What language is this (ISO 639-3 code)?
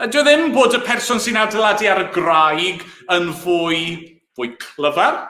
cym